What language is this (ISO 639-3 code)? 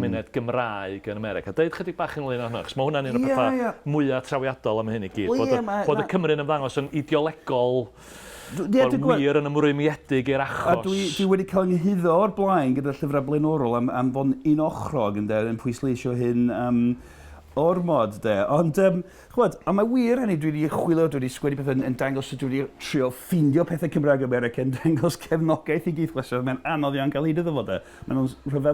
cym